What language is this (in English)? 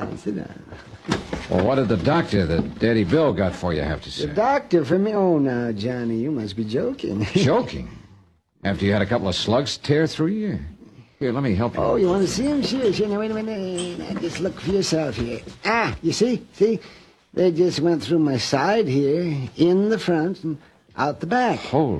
English